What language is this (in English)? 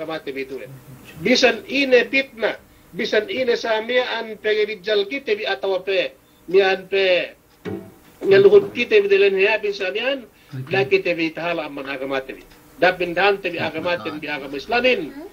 Yakan